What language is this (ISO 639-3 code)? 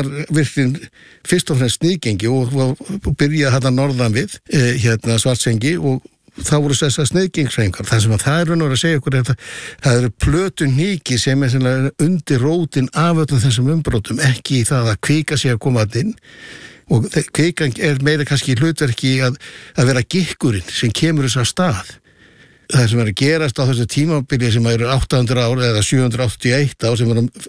isl